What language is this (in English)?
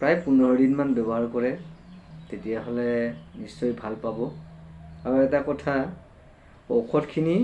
Assamese